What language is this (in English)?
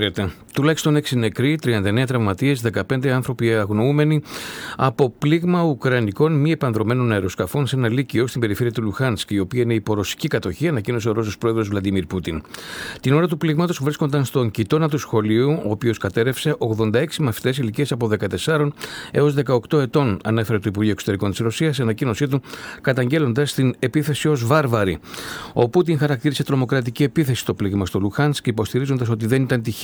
Greek